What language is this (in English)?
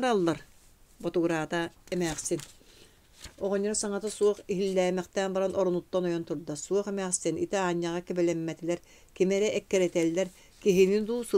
Yakut